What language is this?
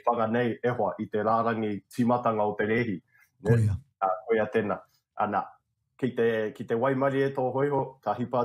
Māori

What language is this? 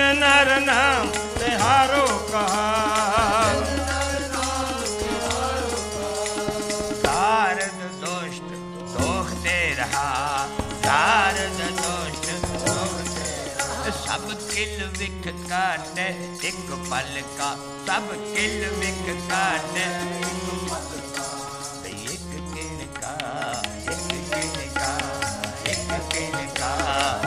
Punjabi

